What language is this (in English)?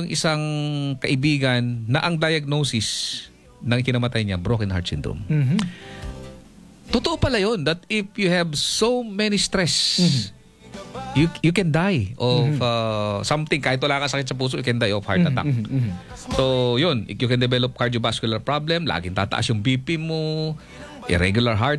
Filipino